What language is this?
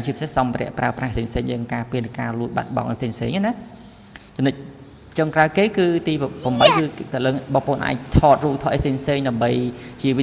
Khmer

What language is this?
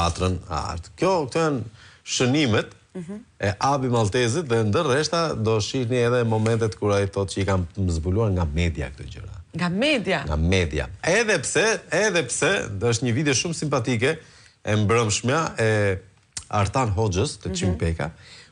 Albanian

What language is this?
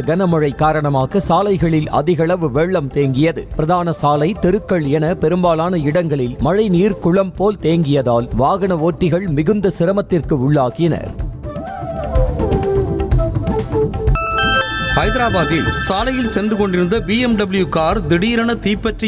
Tamil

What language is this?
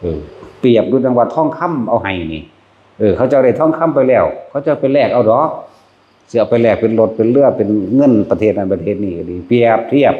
Northeastern Thai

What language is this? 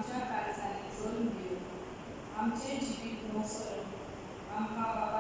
Konkani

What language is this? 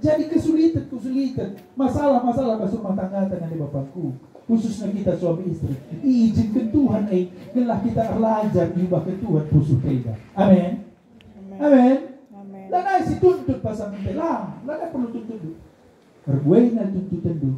Batak Karo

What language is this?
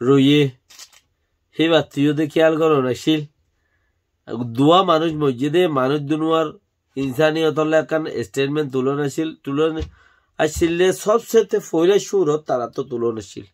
Rohingya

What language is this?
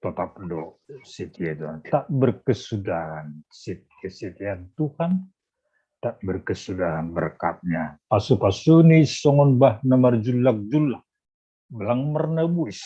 Batak Simalungun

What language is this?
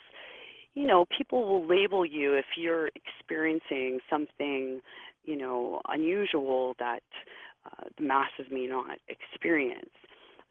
English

